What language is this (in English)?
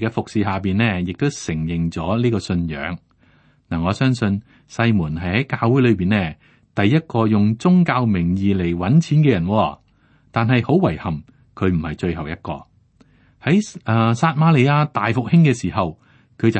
Cantonese